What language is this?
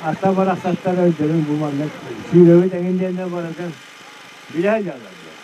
Yakut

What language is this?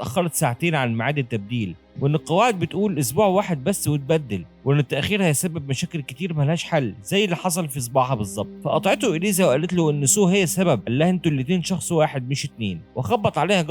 Egyptian Arabic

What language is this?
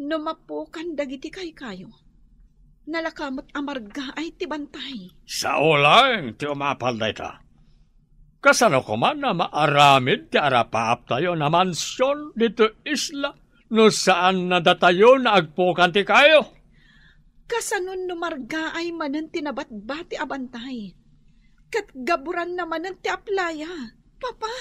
Iloko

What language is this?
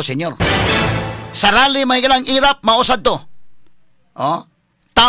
Cebuano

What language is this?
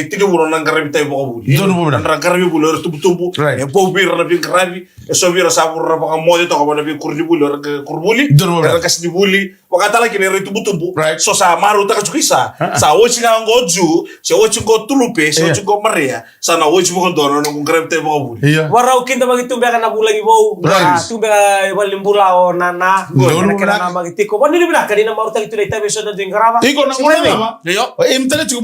Fijian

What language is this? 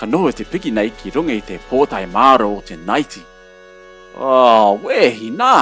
Māori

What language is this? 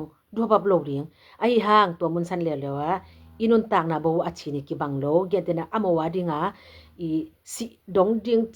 Tedim Chin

